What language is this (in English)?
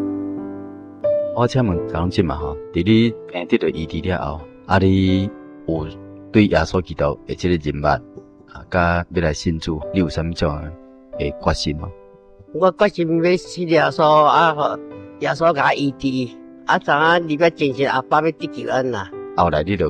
Min Nan Chinese